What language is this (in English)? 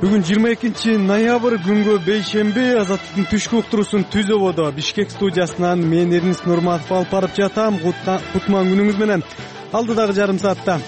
Kyrgyz